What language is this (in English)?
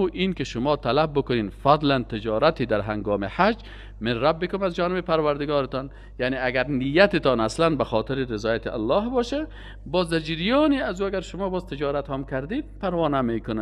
Persian